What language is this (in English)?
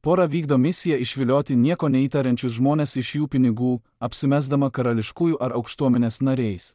Lithuanian